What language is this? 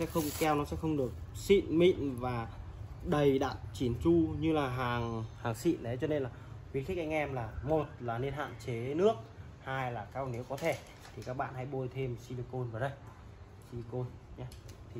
Vietnamese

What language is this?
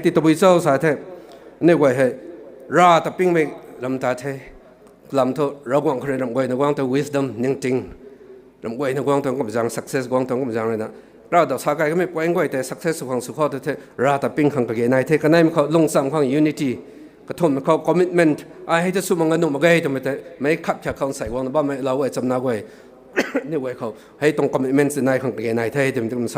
Rongmei Naga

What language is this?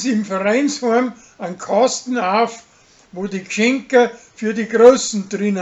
Bavarian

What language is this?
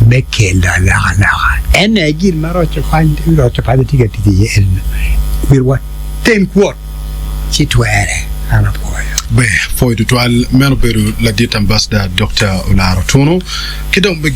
Acoli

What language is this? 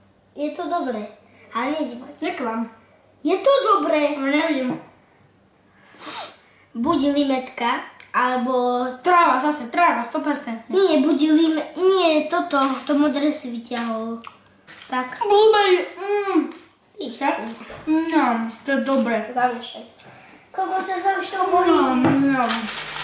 Slovak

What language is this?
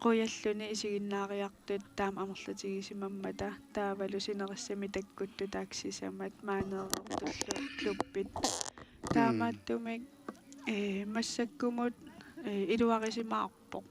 Kalaallisut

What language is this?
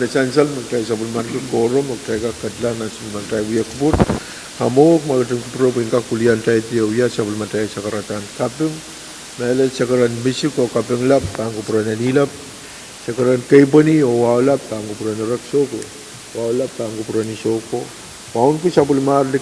Pohnpeian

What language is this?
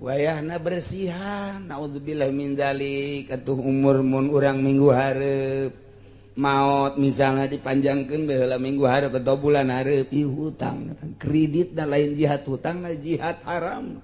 Sundanese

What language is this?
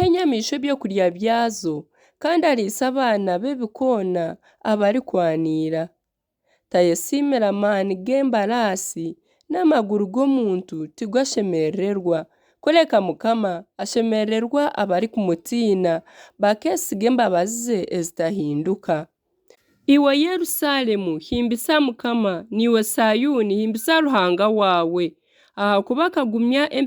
Nyankole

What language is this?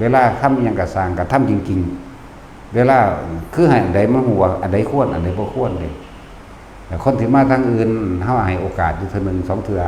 Northeastern Thai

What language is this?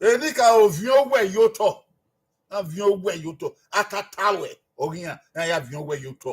Bini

